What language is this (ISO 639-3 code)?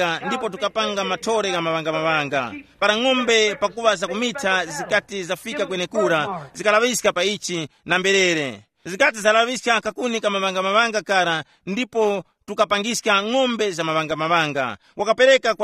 tum